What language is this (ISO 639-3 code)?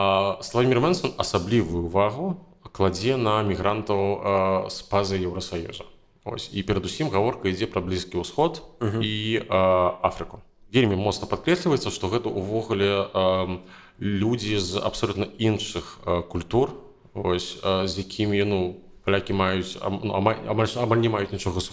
bel